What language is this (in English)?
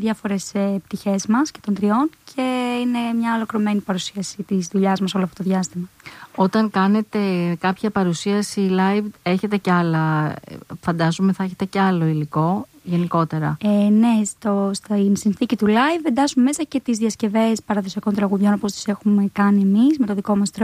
Greek